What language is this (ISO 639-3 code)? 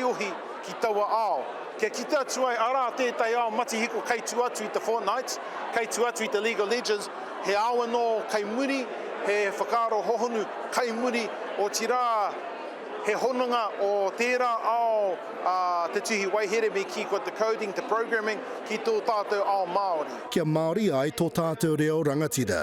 mri